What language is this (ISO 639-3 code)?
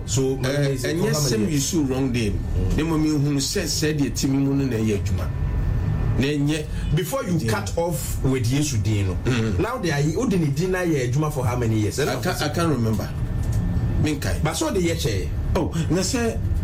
aka